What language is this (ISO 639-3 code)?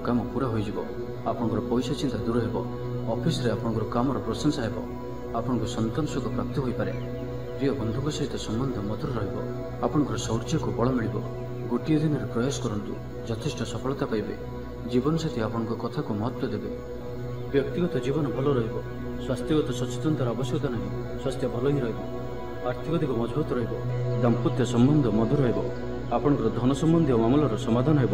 ori